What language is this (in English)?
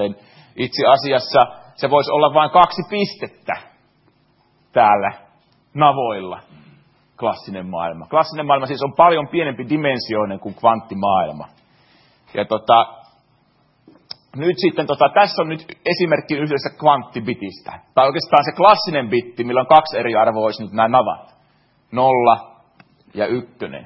Finnish